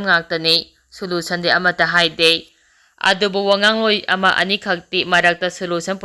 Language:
Manipuri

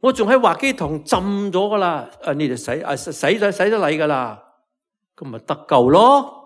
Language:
Cantonese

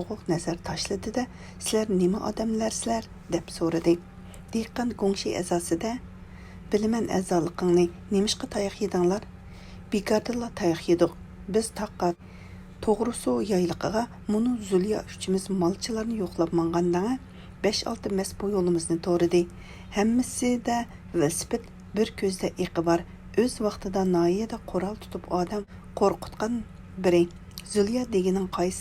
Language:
Uyghur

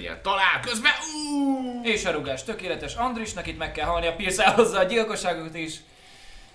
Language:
Hungarian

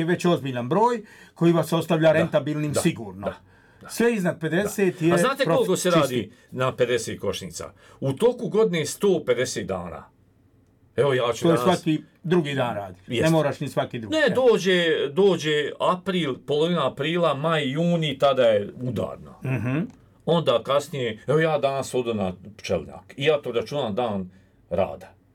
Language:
Serbian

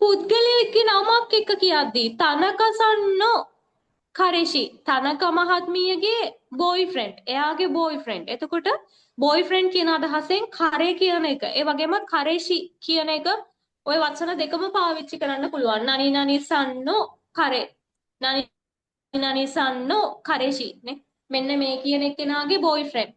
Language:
Sinhala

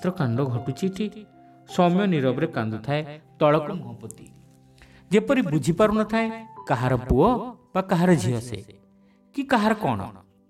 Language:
Odia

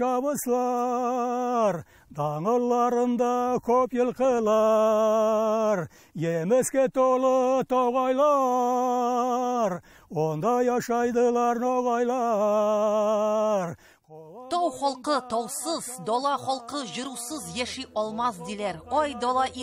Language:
Tatar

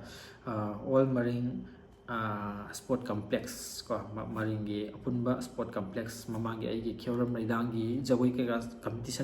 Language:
Manipuri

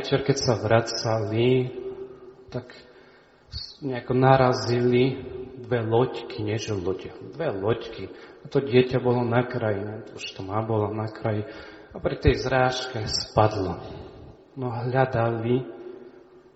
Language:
Slovak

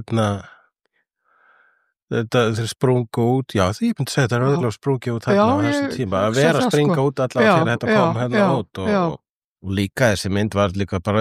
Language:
Icelandic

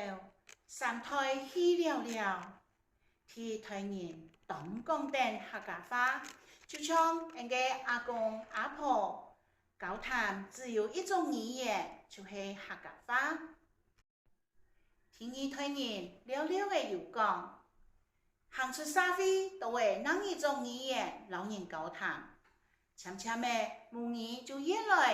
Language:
Hakka Chinese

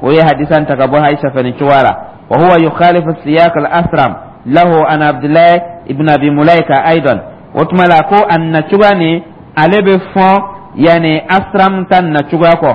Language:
Dyula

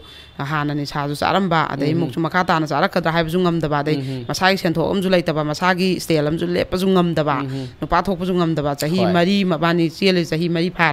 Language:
Manipuri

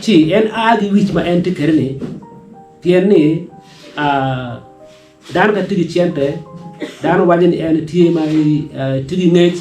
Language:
Acoli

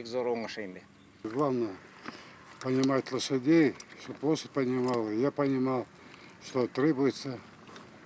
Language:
Tatar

